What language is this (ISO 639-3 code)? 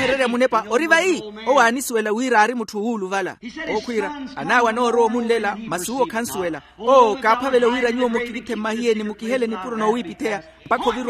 vmw